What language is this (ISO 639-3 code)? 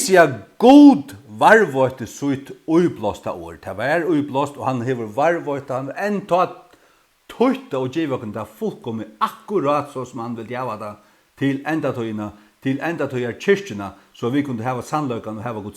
fao